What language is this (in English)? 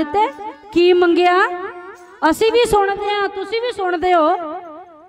Punjabi